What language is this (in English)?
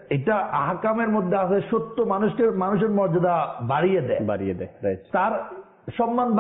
Bangla